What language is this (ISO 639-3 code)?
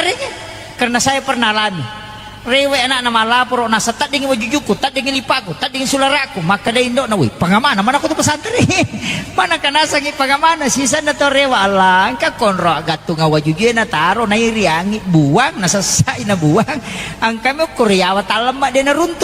bug